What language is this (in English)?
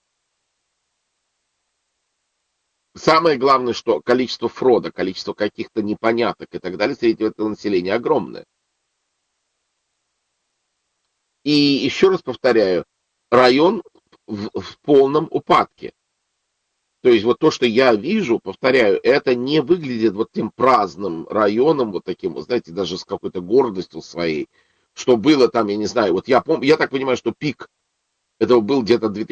Russian